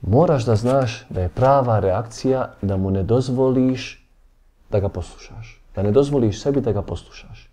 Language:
Bosnian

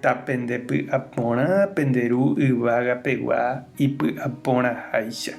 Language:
Guarani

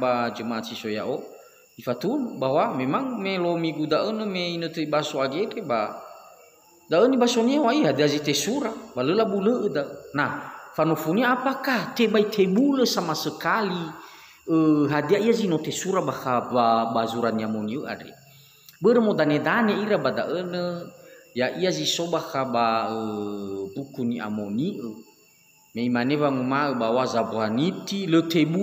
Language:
Nias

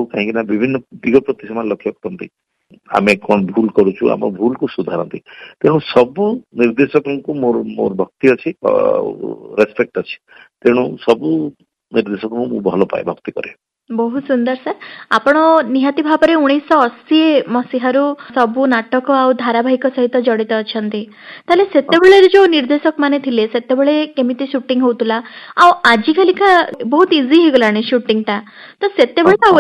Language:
Odia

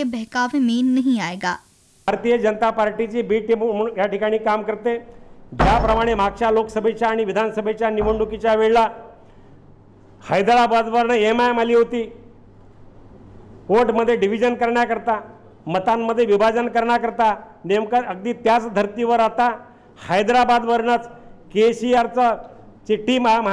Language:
Marathi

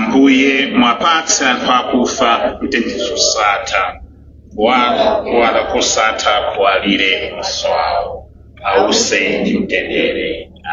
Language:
Nyanja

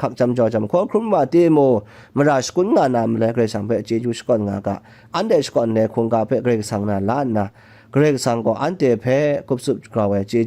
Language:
Kachin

